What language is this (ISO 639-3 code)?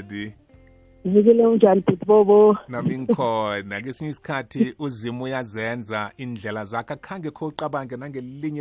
nbl